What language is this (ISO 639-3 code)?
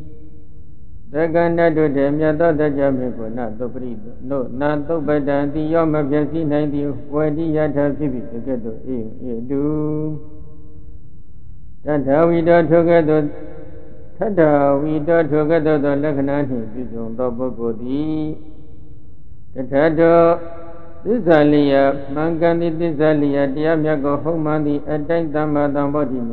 mya